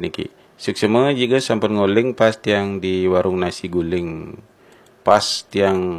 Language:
Balinese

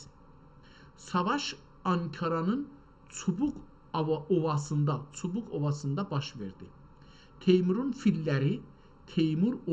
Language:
South Azerbaijani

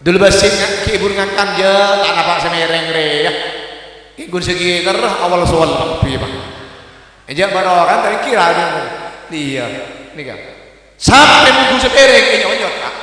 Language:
Madurese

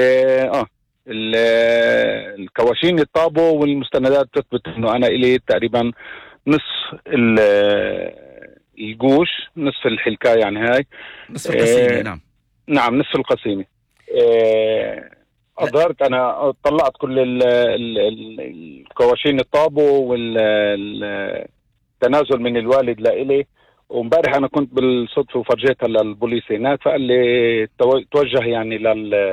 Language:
North Levantine Arabic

